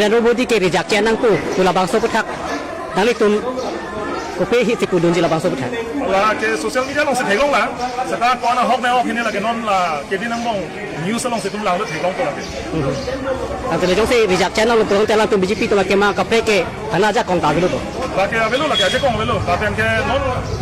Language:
Karbi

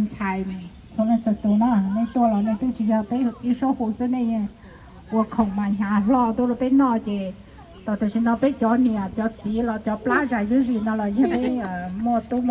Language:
Hmong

